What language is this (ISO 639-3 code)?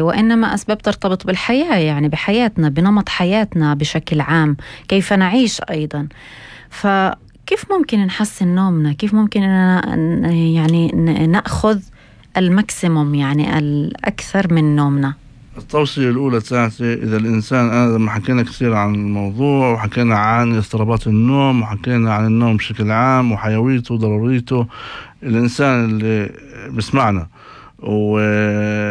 apc